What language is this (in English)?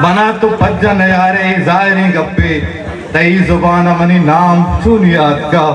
Eastern Balochi